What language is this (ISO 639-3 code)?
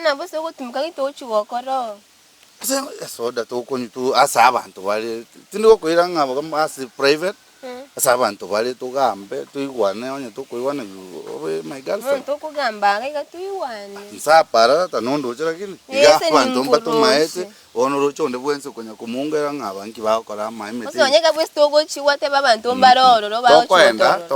guz